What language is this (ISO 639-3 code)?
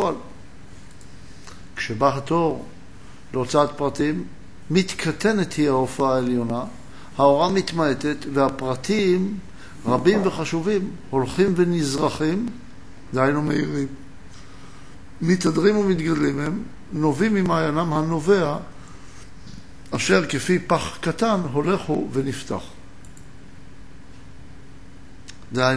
heb